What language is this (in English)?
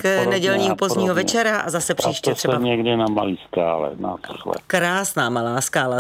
Czech